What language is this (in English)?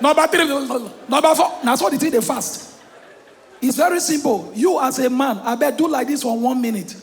Nigerian Pidgin